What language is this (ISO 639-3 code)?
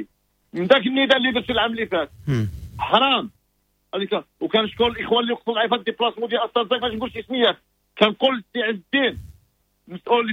ary